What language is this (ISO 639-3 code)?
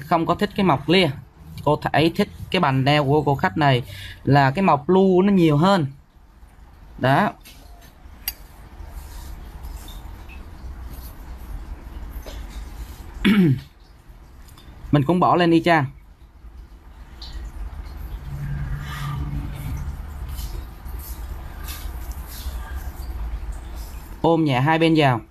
vie